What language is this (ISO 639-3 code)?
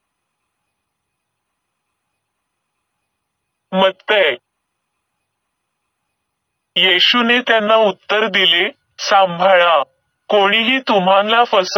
mar